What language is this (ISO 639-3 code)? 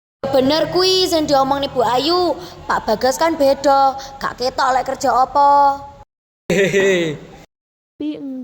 jav